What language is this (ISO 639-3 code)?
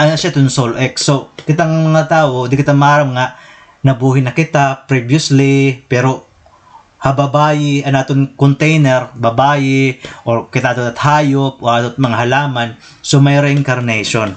war